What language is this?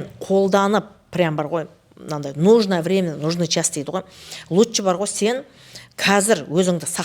Kazakh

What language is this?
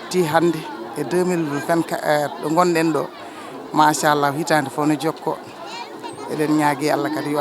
Fula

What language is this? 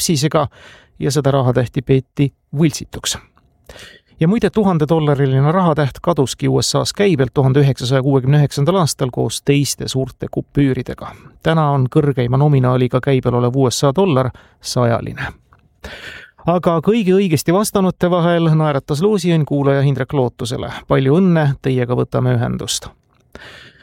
Estonian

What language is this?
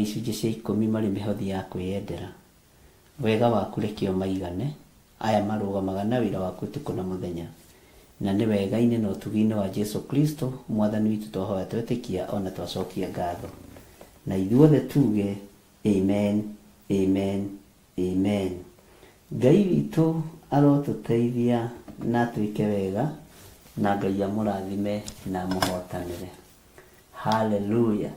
Kikuyu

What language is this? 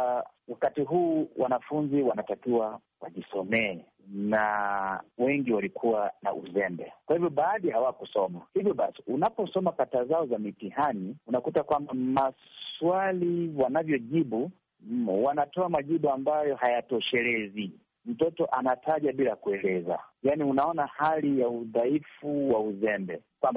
Swahili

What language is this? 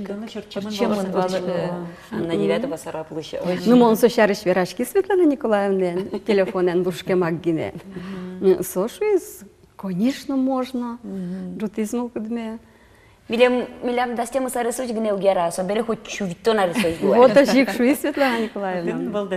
Udmurt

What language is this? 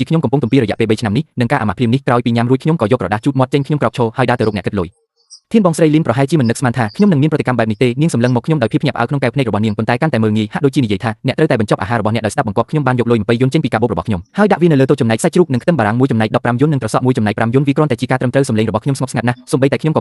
Khmer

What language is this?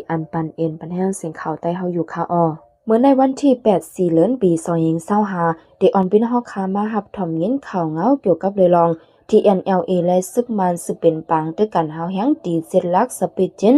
Shan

